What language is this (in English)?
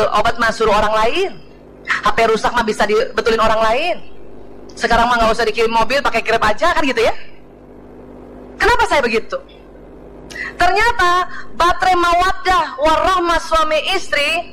Indonesian